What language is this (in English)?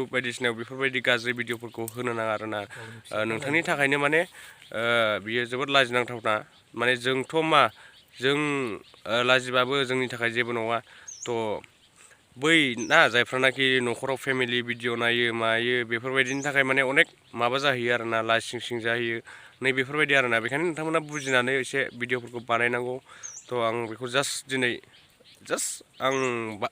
Bodo